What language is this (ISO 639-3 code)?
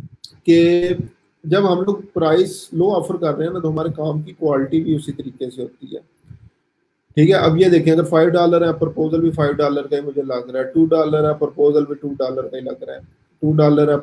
hin